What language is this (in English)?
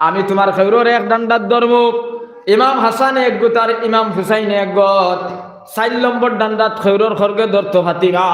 Sylheti